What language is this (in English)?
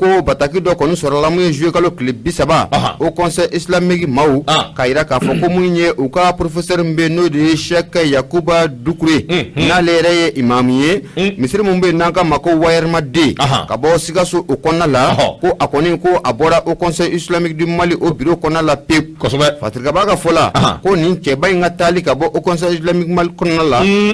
Bambara